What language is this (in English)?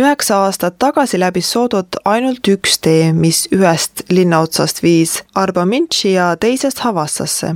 Estonian